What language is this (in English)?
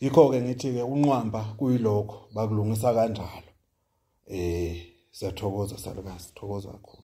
Zulu